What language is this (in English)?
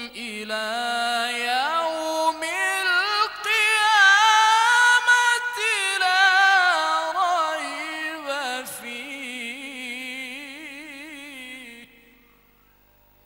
Arabic